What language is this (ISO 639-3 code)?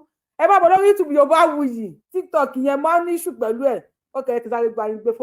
yor